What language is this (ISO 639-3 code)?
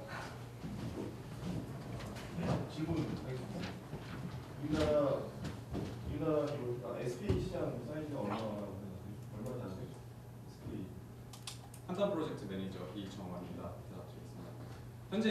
kor